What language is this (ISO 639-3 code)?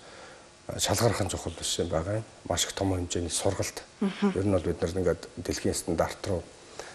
mon